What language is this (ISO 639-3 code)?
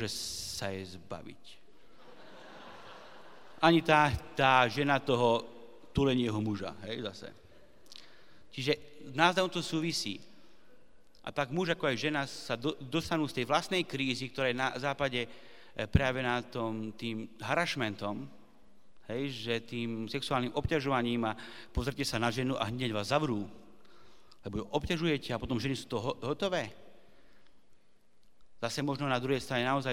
slk